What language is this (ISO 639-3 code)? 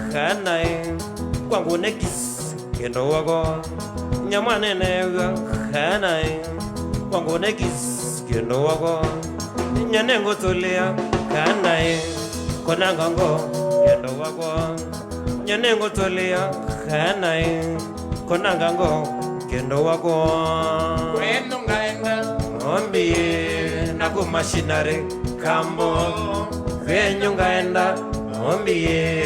kam